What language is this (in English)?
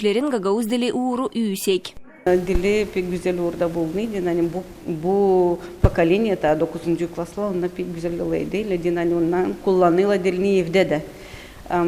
Gagauz